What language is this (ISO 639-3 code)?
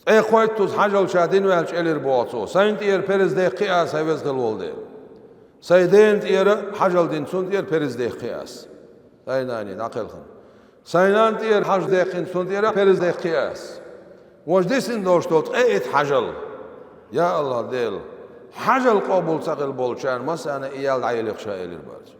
che